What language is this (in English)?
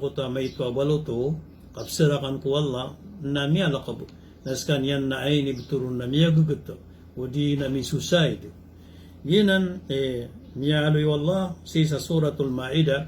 Maranao